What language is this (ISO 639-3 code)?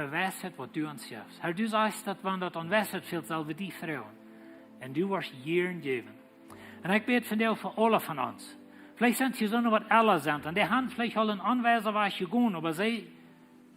pdt